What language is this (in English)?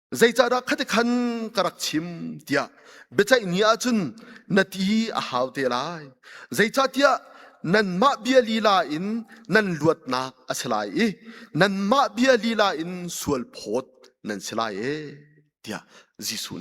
Hakha Chin